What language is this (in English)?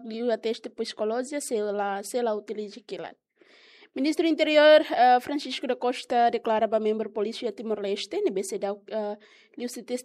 Tetum